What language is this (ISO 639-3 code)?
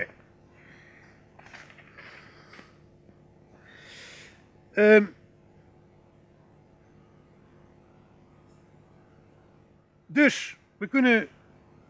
nld